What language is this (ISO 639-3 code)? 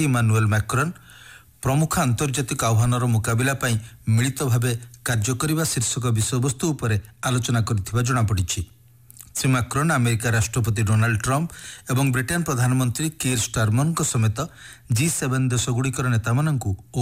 ori